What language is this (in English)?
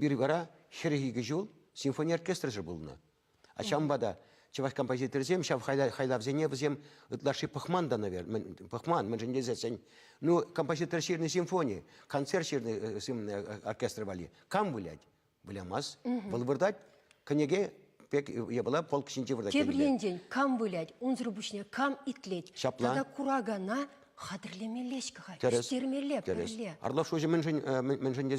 Chuvash